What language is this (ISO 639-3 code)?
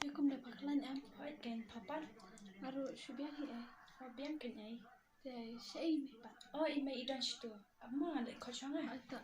kha